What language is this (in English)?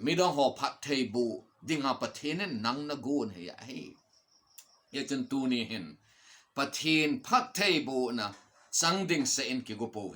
Thado Chin